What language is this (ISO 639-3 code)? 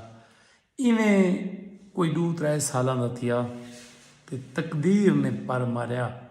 skr